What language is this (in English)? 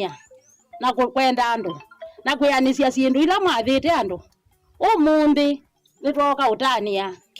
Kamba